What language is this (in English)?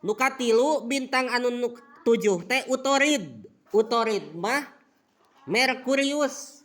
Sundanese